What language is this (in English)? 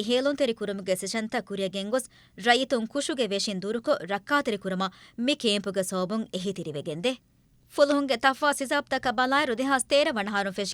Divehi